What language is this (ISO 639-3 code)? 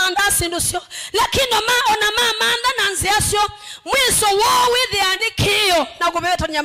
kam